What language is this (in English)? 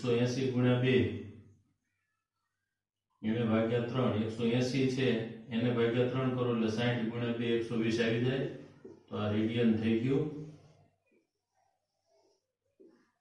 Gujarati